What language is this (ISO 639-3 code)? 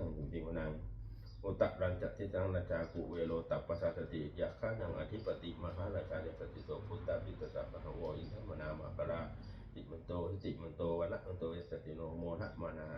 pli